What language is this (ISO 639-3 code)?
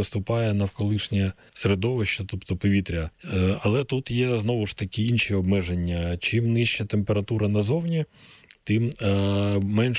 ukr